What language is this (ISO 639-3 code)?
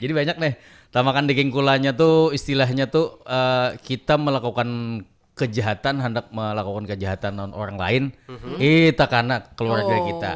bjn